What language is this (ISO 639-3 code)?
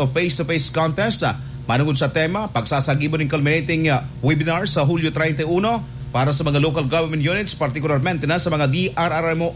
bik